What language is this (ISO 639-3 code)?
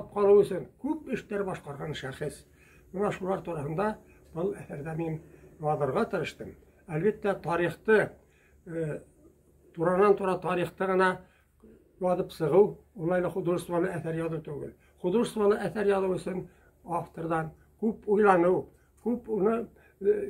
bak